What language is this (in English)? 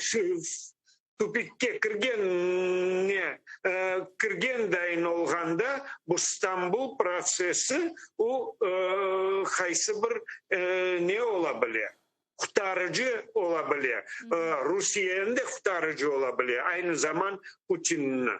Crimean Tatar